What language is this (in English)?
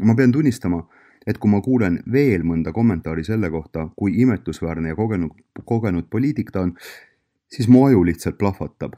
Estonian